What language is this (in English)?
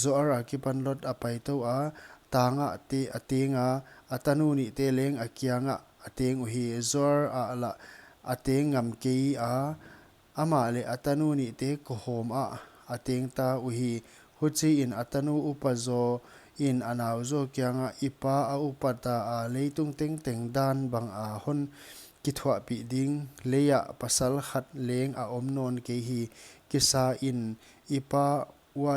Paite Chin